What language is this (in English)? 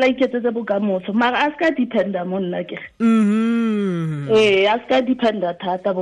Tswana